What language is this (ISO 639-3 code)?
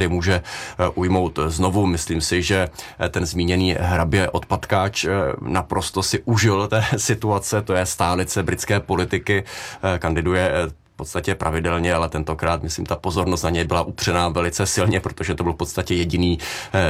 ces